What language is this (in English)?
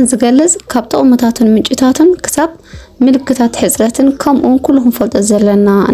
Tigrinya